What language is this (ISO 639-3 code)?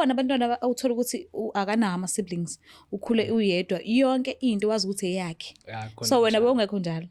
zul